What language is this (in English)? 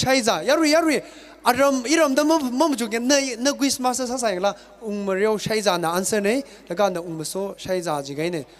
Tangkhul Naga (India)